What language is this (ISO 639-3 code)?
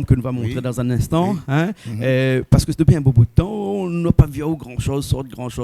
rcf